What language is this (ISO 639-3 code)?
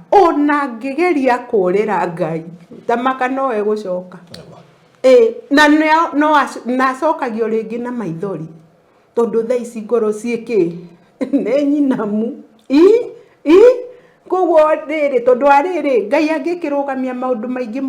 kik